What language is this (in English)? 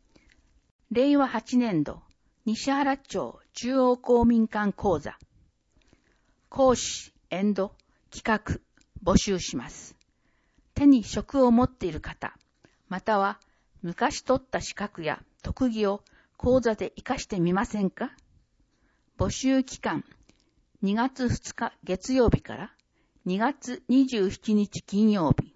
Japanese